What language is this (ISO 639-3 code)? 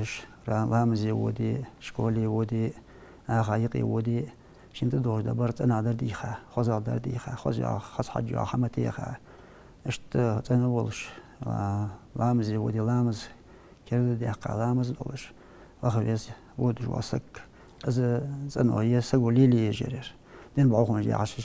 inh